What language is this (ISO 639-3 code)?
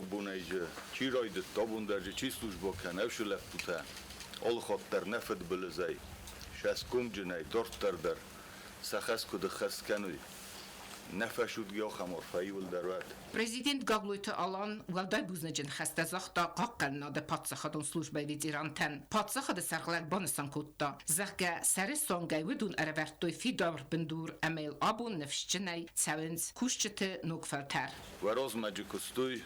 oss